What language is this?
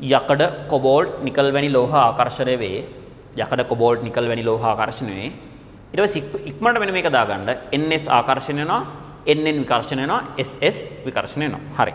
Sinhala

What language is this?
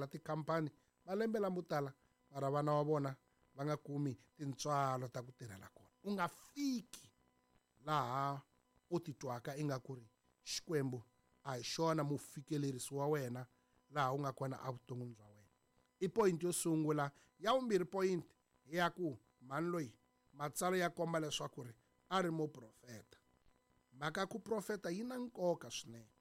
Tsonga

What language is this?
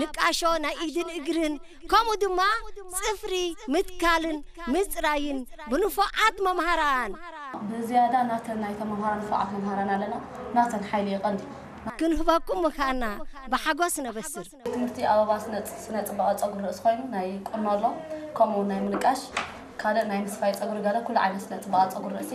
Tigrinya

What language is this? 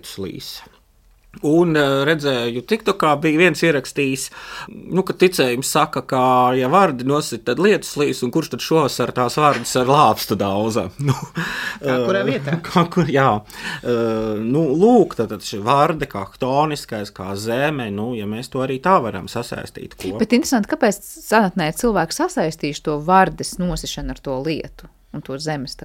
Latvian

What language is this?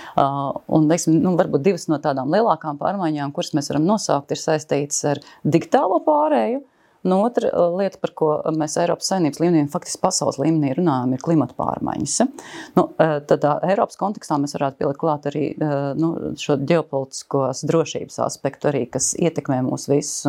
Latvian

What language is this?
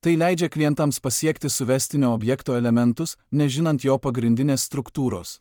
Lithuanian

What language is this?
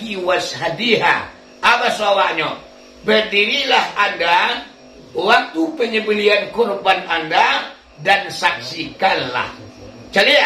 Minangkabau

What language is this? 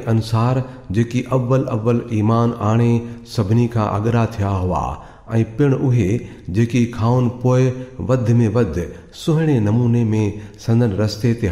Sindhi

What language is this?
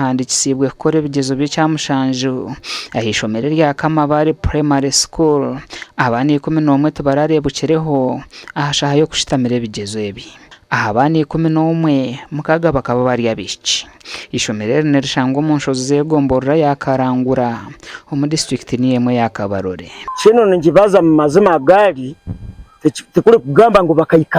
Nyankole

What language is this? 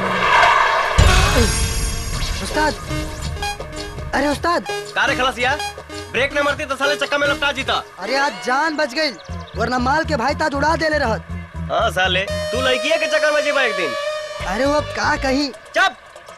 Bhojpuri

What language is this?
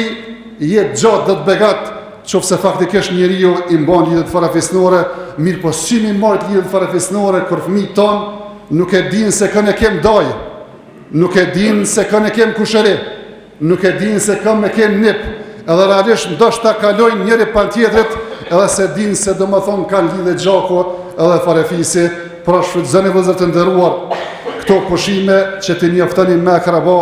Albanian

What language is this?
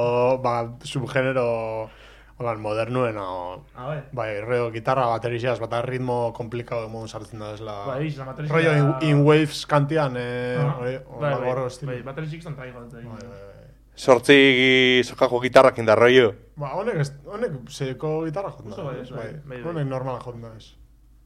Basque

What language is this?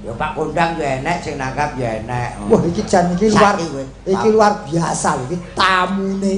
Javanese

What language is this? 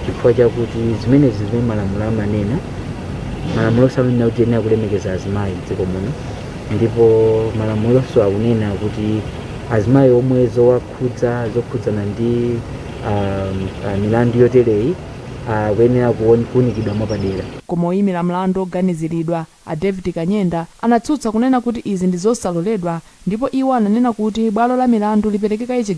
Nyanja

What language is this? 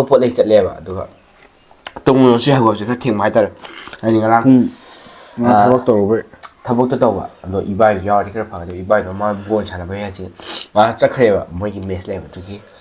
Manipuri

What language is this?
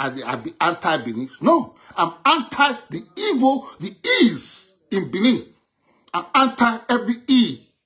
Nigerian Pidgin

